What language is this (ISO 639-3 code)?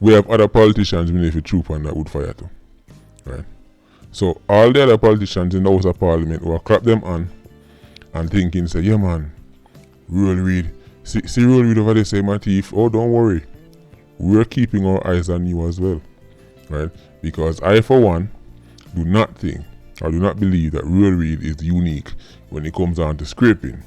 jam